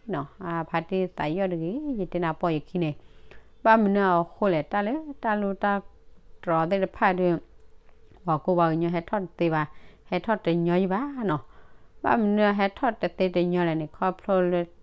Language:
S'gaw Karen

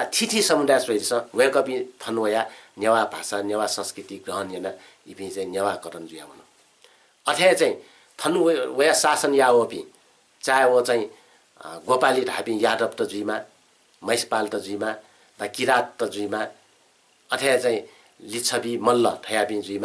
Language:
Newari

